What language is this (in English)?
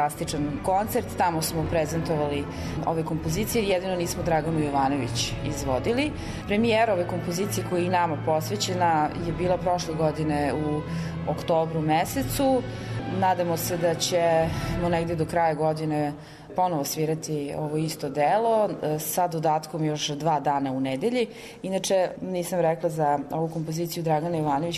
Serbian